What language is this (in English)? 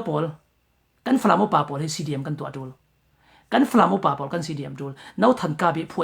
Falam Chin